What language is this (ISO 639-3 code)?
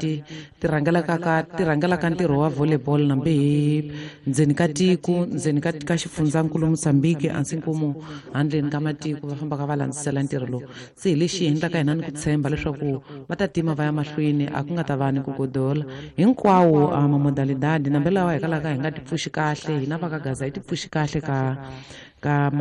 tso